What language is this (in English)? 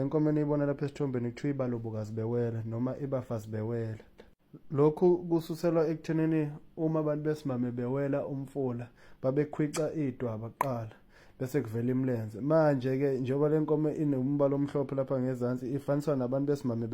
Zulu